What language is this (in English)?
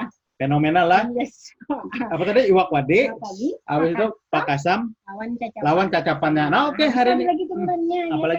Banjar